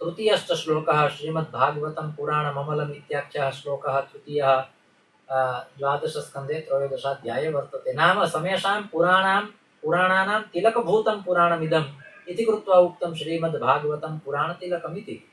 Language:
Sanskrit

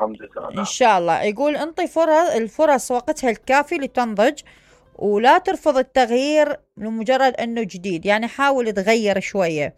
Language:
Mesopotamian Arabic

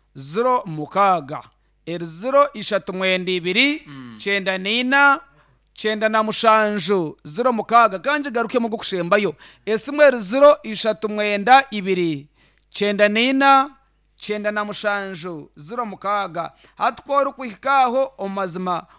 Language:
Nyoro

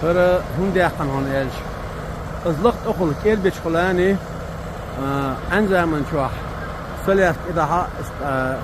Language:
Chechen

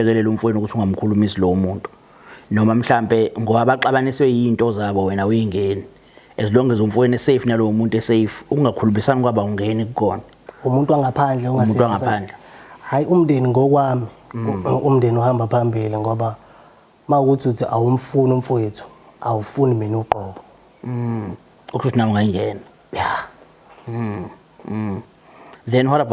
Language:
Zulu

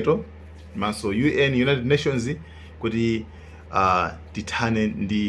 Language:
Nyanja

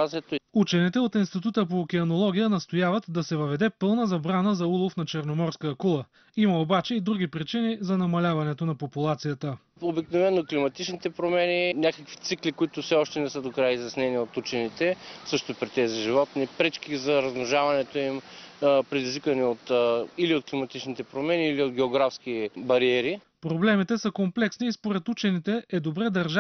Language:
Bulgarian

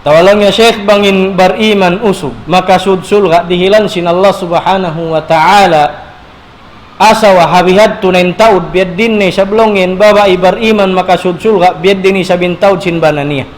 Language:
Tausug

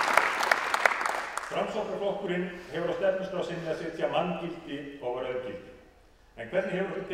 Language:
Icelandic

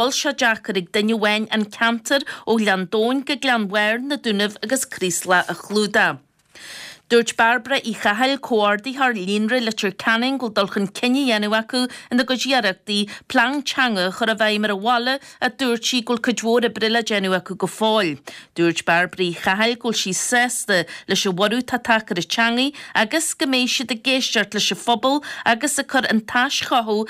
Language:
Irish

